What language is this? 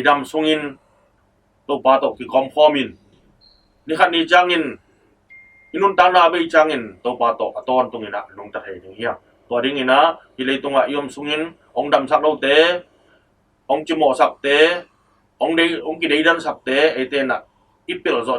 Tedim Chin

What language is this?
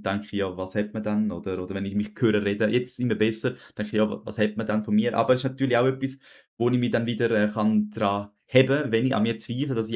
Swiss German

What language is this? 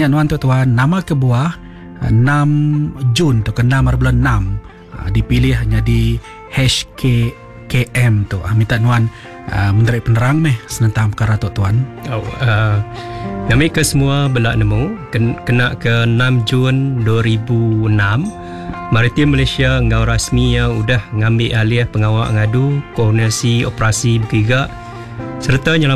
Iban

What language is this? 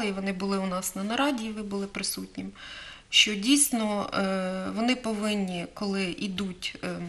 Ukrainian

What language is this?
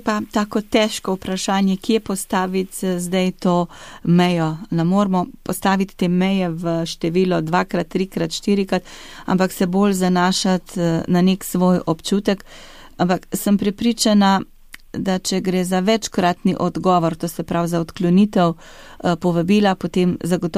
Slovenian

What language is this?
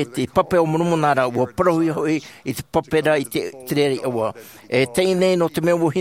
Tahitian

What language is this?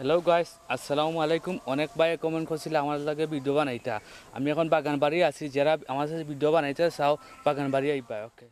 Sylheti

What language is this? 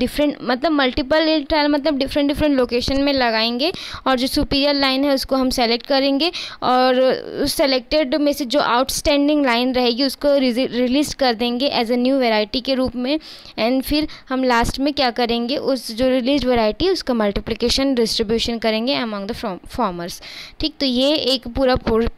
Hindi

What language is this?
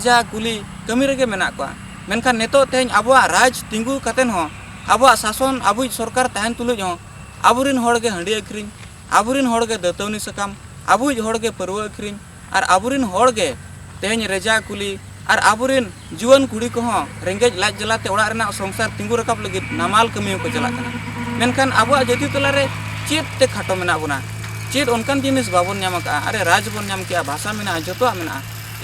Santali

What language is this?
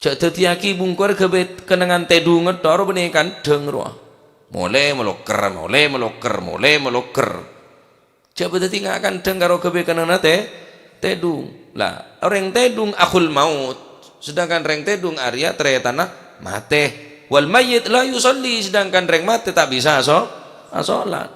Madurese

